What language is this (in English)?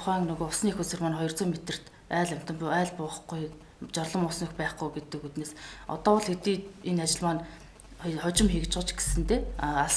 Mongolian